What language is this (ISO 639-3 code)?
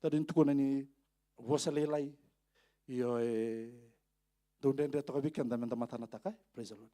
fij